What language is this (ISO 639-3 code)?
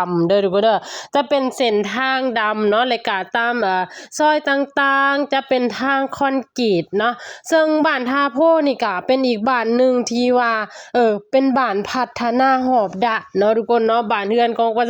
lao